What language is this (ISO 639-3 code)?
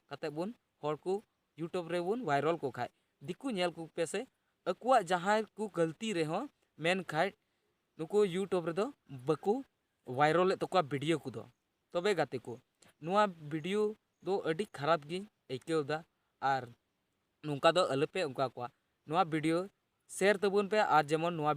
sat